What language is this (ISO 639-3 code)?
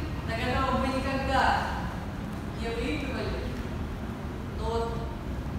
rus